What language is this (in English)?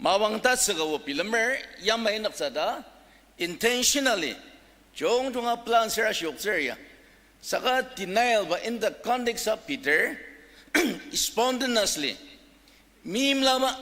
Ao Naga